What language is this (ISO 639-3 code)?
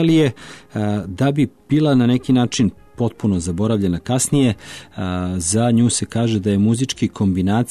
srp